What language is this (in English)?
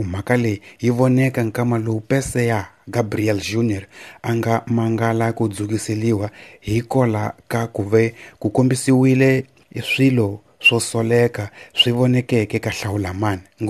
Tsonga